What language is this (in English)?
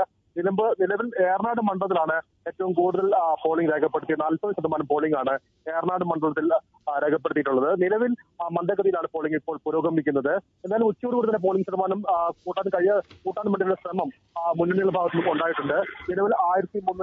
Malayalam